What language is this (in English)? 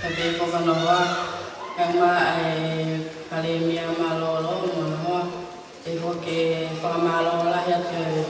Tongan